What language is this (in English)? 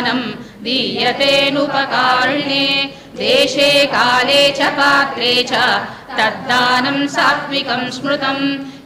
Sanskrit